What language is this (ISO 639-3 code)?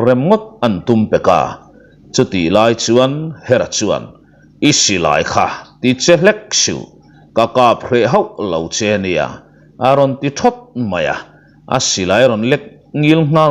lus